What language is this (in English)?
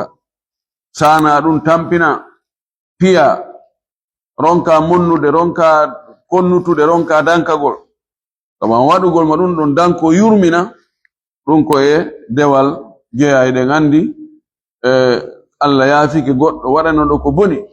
Fula